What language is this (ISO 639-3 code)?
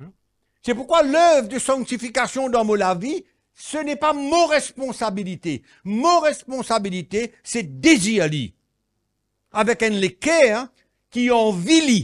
mfe